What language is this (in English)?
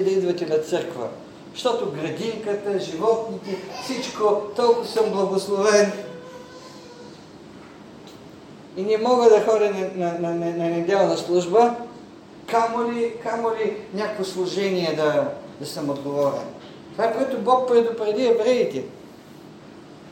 Bulgarian